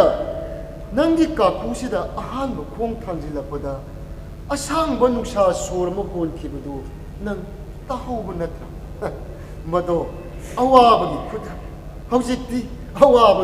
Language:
Manipuri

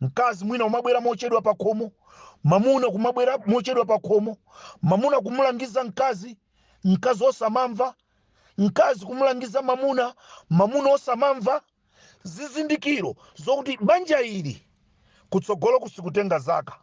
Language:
Nyanja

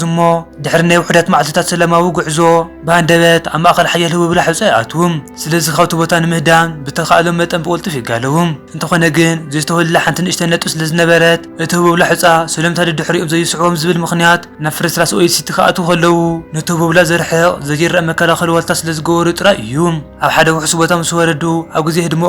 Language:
Tigrinya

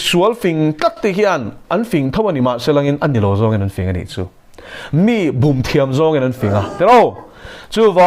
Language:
Mizo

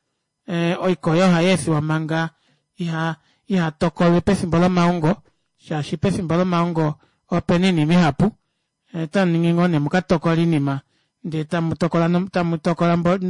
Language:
Kuanyama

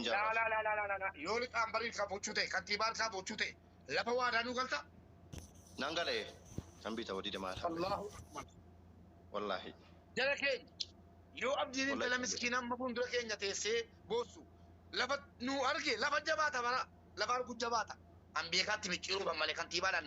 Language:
Oromo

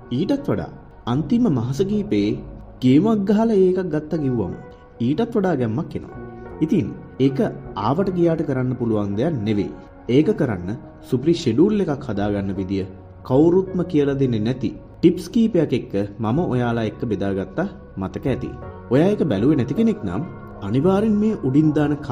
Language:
Sinhala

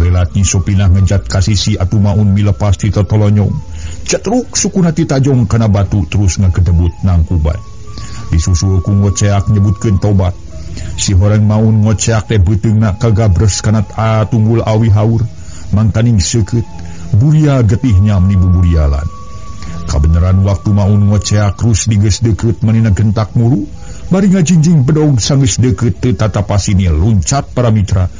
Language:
Sundanese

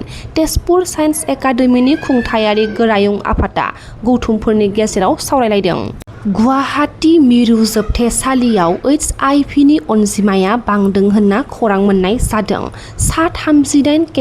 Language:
Bodo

